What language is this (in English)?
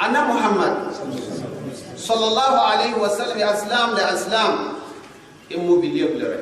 Gourmanchéma